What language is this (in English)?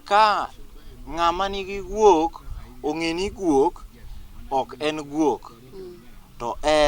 Luo (Kenya and Tanzania)